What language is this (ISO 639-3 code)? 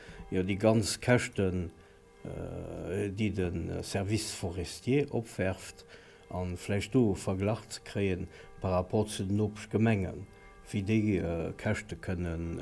ltz